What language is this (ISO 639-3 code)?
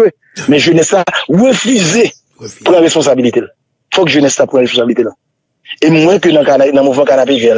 hat